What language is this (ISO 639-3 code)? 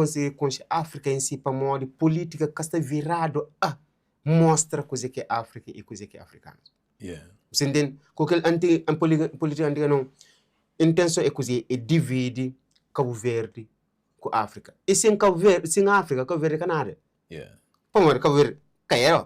kea